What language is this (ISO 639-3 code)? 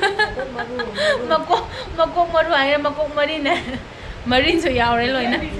mni